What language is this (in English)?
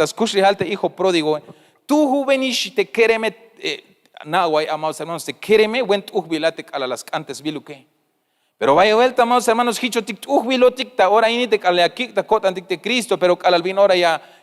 Tzeltal